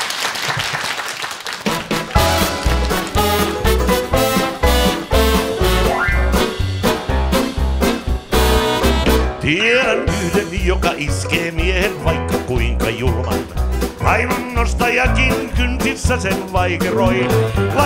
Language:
Finnish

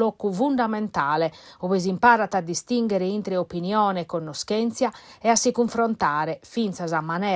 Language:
Sardinian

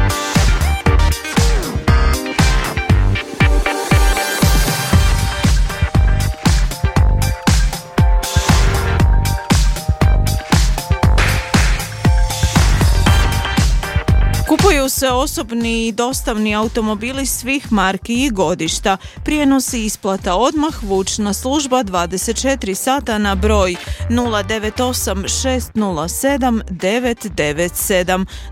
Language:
Croatian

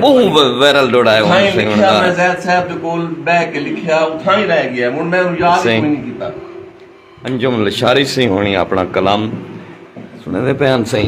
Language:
Saraiki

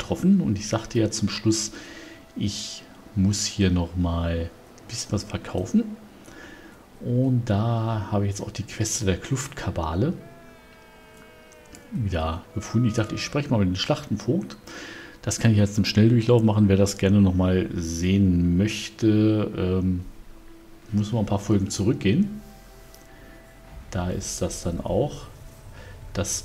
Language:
German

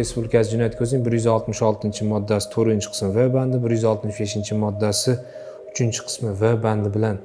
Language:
Uzbek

